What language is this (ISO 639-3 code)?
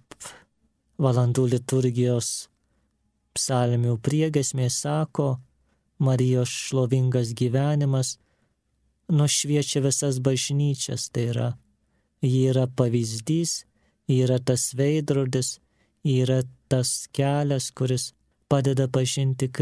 lit